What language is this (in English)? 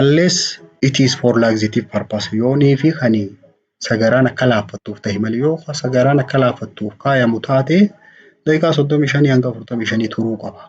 Oromo